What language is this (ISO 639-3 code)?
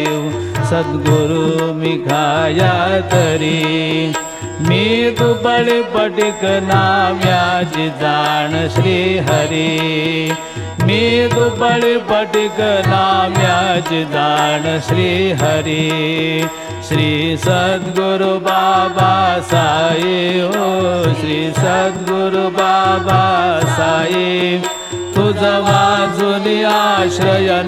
mar